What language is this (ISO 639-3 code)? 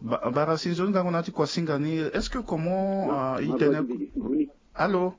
sag